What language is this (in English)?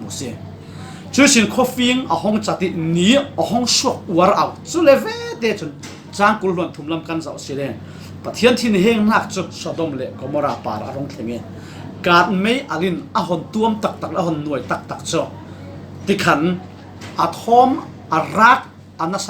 Falam Chin